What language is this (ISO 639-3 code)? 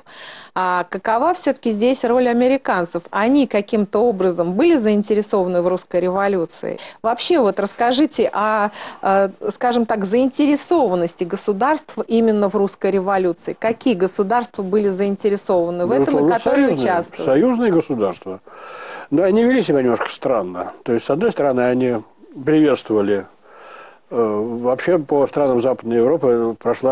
rus